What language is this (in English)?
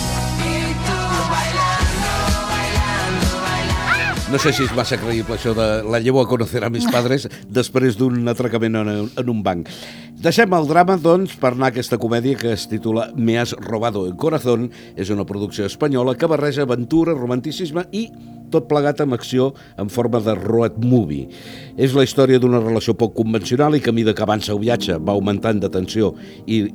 Catalan